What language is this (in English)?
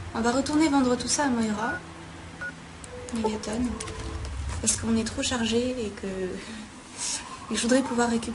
French